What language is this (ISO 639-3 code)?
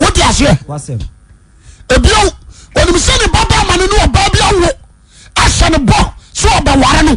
aka